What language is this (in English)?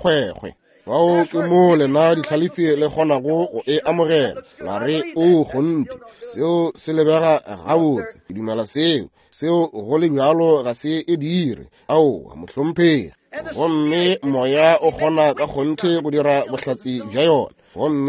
Northern Sotho